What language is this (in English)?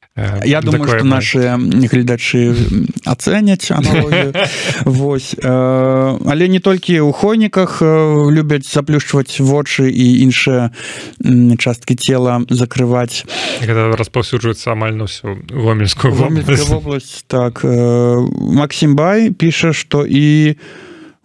Belarusian